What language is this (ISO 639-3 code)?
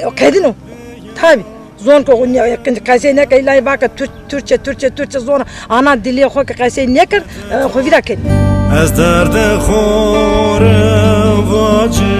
zza